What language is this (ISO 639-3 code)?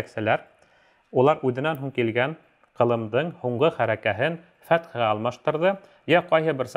bak